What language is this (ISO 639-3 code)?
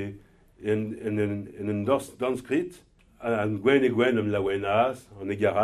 bre